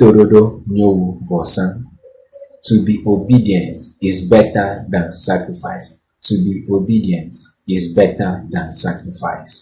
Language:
Ewe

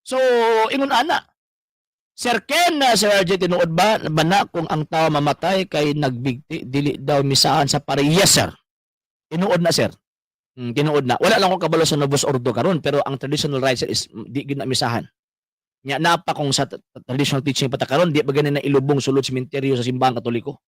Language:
Cebuano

